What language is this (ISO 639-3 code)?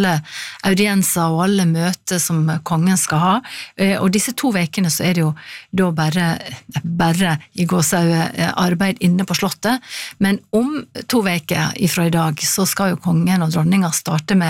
nor